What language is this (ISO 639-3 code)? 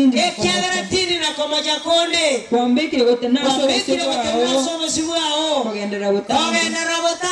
guz